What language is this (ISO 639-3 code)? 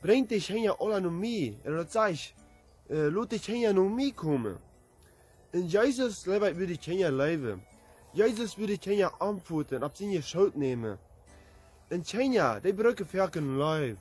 pdt